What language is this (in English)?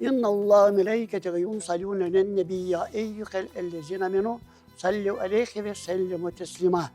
Crimean Tatar